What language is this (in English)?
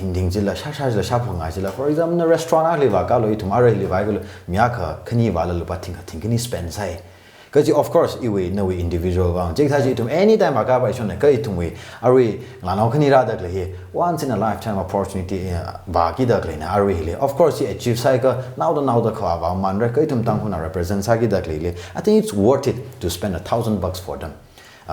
Tangkhul Naga (India)